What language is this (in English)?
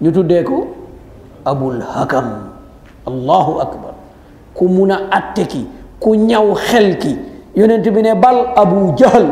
Wolof